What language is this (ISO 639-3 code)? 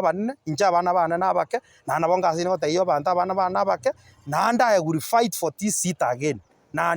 guz